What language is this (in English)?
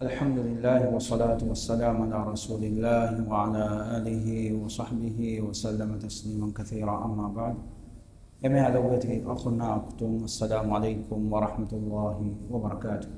Divehi